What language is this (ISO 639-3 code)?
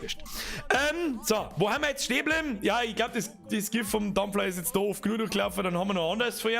bar